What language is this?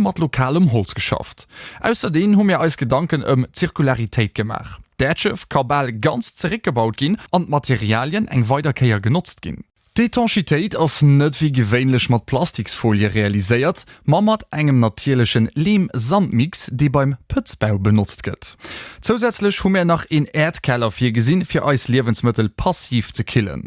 Luxembourgish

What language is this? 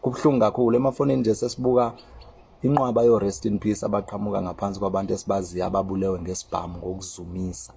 Zulu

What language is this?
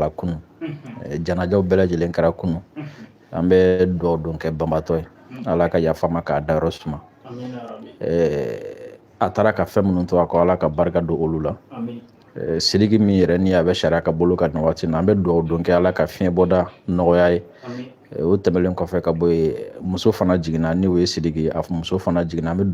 Bambara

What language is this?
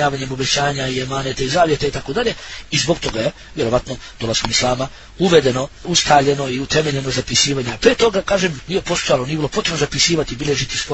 Bosnian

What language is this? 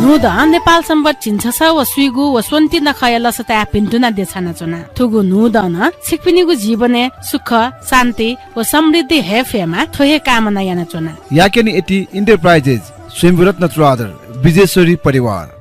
Newari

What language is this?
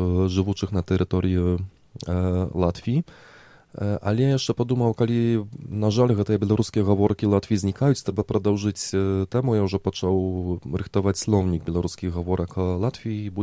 Belarusian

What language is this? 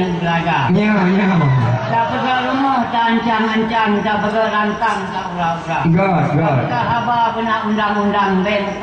Achinese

